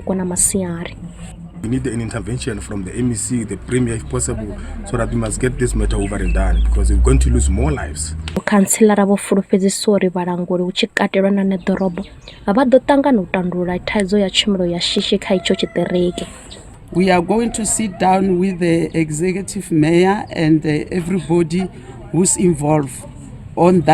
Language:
Venda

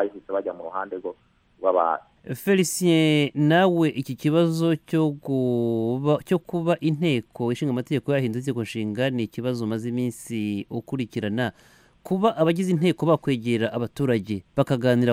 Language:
Kinyarwanda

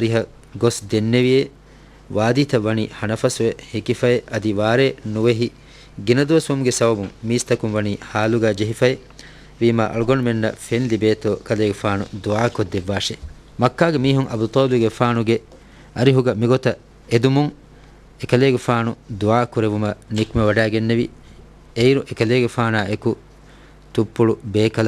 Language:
Divehi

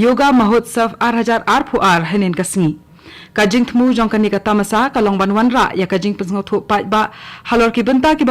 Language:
Khasi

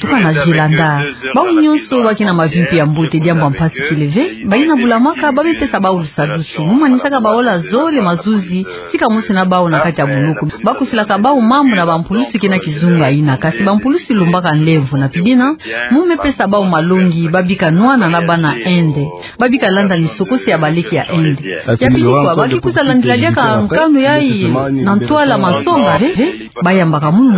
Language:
Kituba (Democratic Republic of Congo)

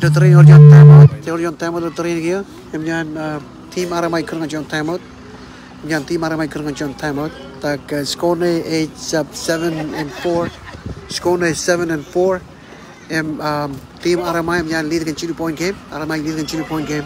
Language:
Marshallese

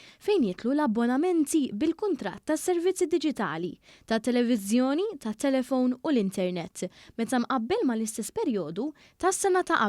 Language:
Maltese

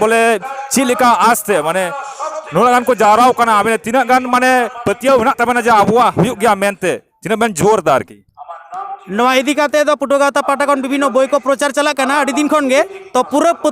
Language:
Santali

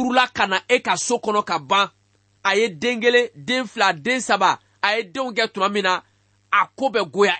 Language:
Bambara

